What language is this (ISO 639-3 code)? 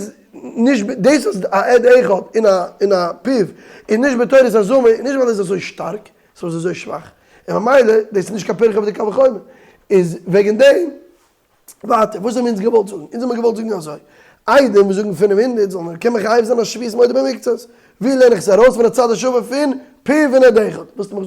yid